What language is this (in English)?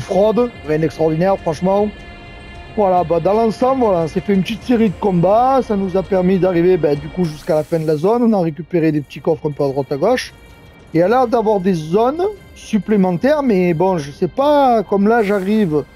French